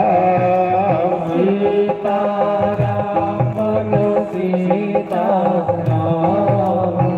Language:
Dogri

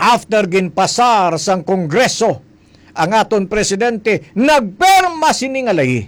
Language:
Hiligaynon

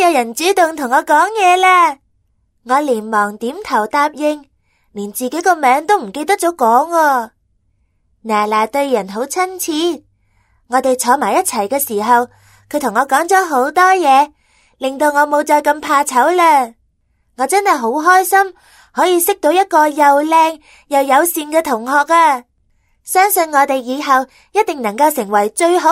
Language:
Cantonese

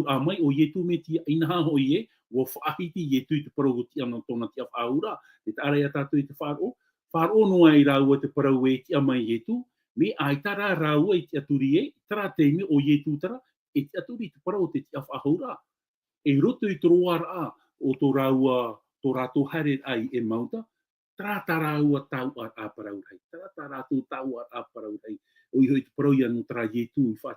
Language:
Tahitian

